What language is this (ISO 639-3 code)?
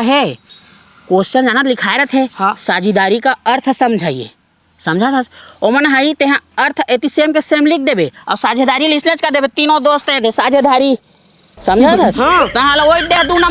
hne